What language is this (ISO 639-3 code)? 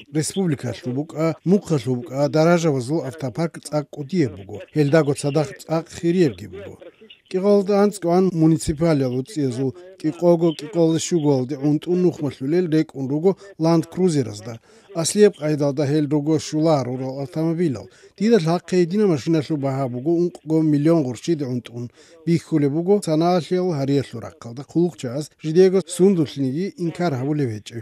ava